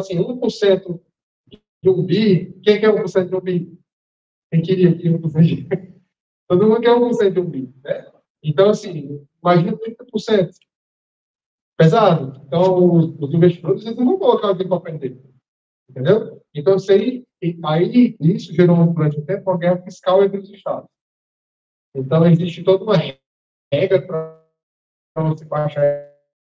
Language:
Portuguese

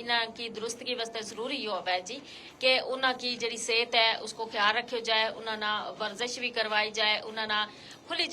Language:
Gujari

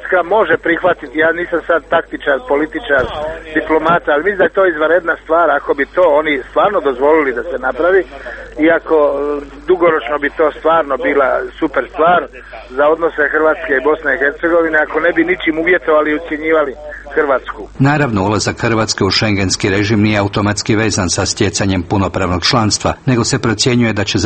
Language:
Croatian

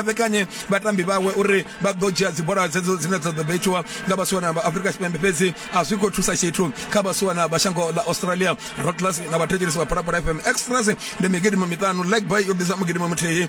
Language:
Venda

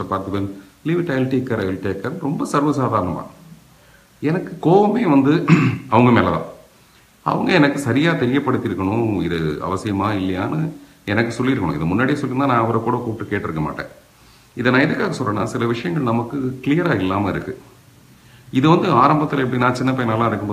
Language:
Tamil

